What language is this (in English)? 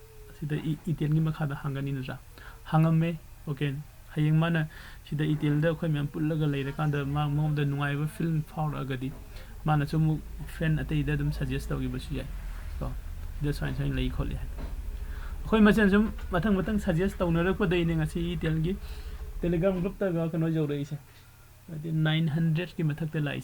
Manipuri